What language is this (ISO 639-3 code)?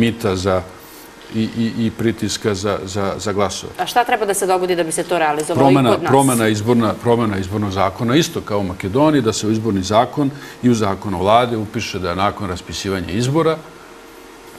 srp